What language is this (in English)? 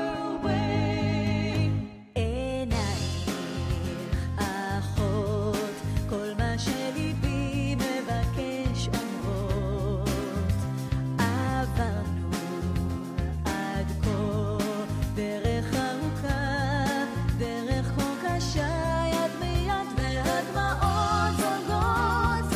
Hebrew